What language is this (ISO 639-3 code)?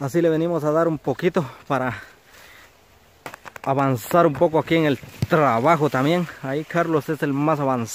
spa